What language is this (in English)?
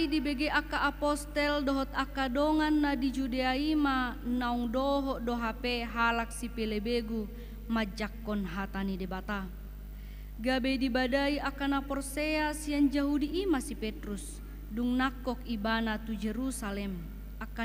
Batak Toba